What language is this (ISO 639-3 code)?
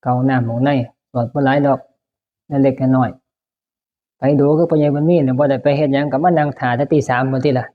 tts